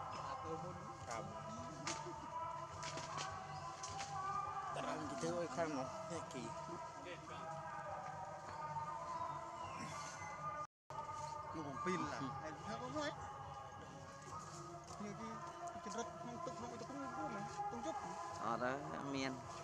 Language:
Vietnamese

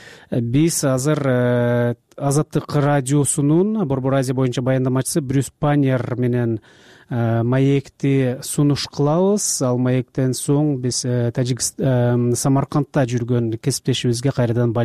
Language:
Kyrgyz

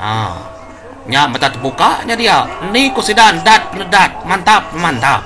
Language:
Iban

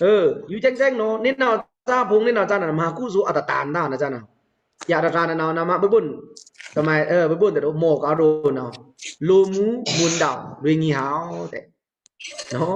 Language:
Pa'o Karen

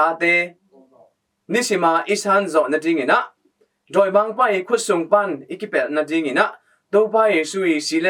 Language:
Tedim Chin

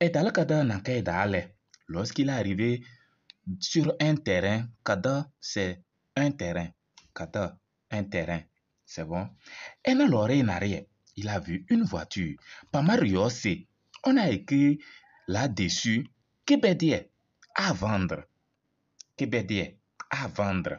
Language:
Kabiyè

